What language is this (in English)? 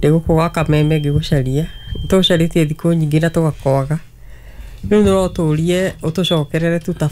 Kikuyu